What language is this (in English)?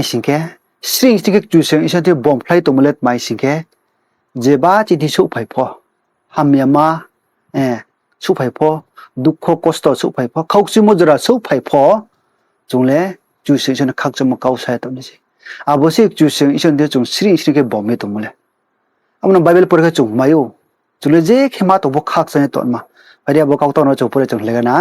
Riang (India)